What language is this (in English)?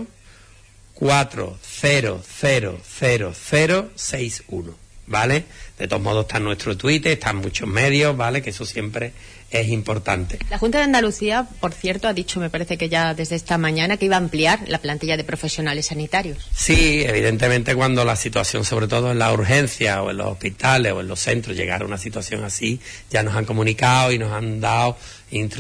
Spanish